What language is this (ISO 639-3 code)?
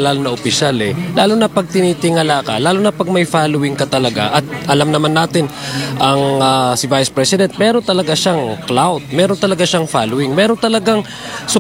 fil